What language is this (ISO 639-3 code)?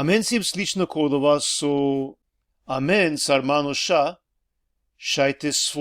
rmn